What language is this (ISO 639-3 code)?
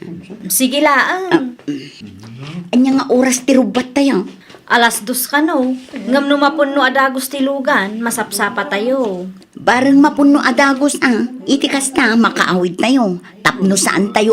ilo